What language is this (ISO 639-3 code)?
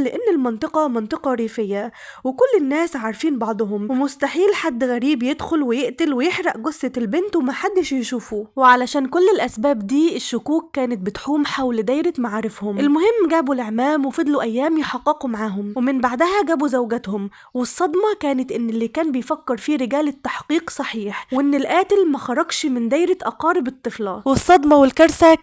arz